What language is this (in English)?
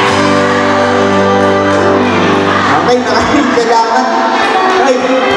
Filipino